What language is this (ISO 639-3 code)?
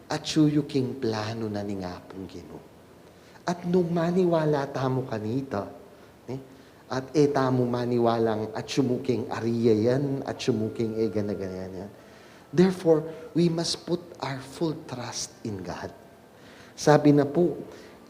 pam